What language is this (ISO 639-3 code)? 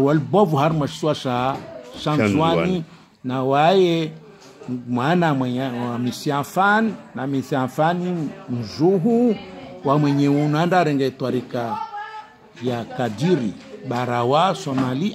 swa